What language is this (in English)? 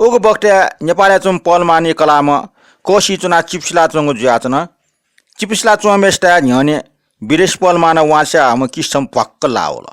Newari